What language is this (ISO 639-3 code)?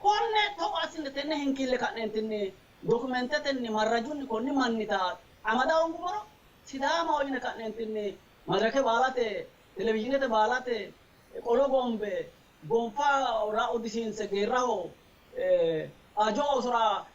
sid